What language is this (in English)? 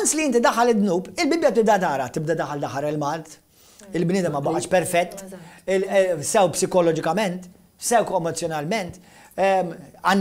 Maltese